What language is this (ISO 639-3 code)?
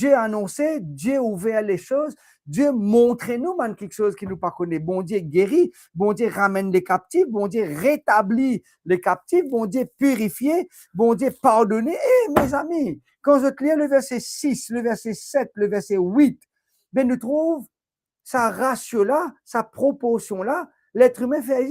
mfe